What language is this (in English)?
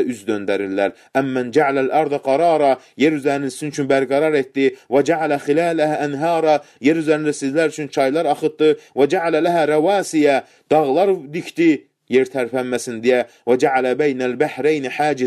Azerbaijani